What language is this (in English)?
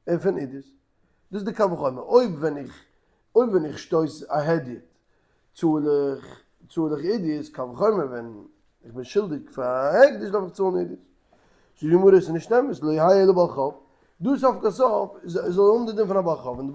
Yiddish